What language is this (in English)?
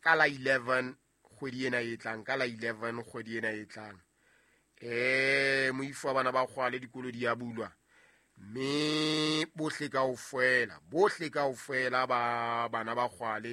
Southern Sotho